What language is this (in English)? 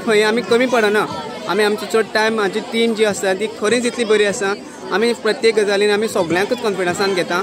Konkani